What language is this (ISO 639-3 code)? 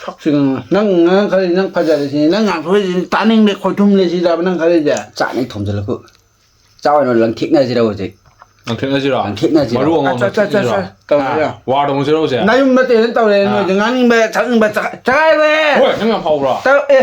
mni